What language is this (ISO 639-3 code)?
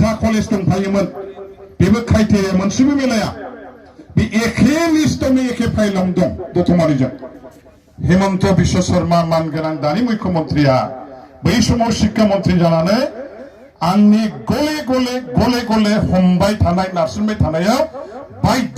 brx